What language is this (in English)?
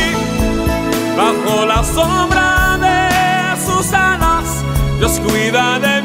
Spanish